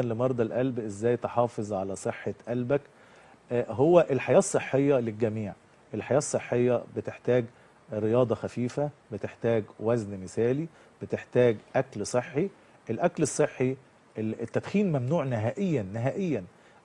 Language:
Egyptian Arabic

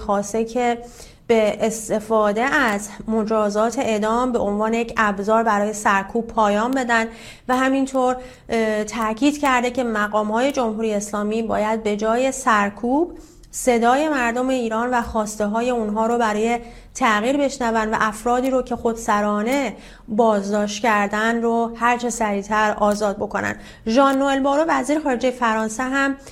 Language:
Persian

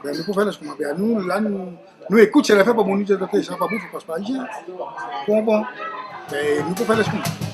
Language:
Réunion Creole French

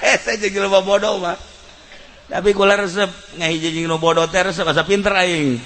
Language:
Sundanese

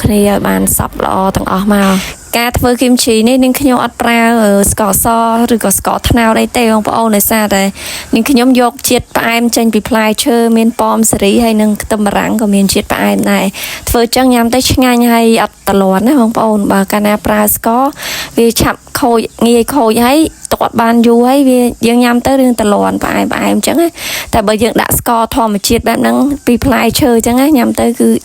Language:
Khmer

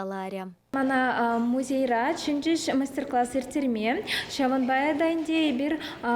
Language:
Chuvash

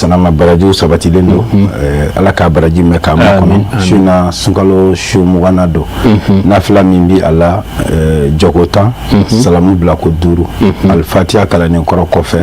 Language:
Bambara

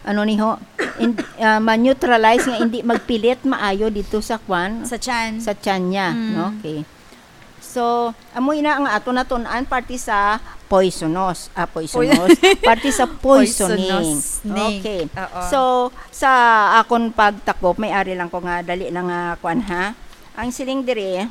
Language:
Hiligaynon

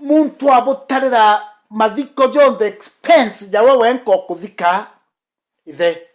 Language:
Meru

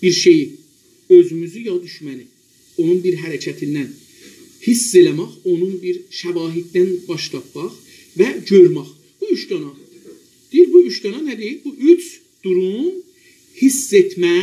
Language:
South Azerbaijani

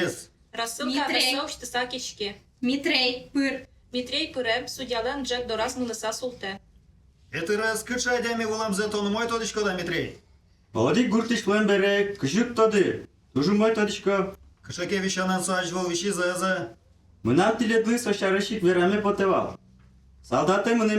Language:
Udmurt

